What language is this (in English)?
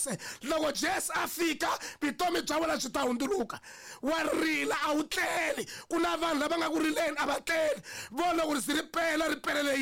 Tsonga